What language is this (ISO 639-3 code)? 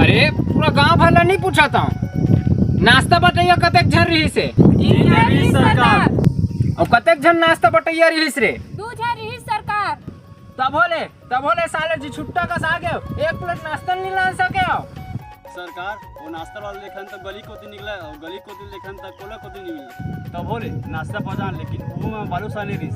hne